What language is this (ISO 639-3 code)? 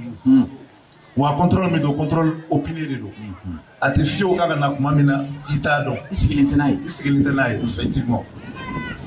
bam